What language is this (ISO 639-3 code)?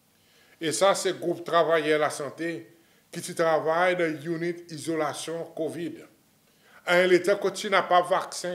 crs